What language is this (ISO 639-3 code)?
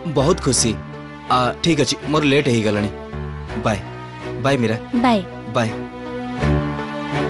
ori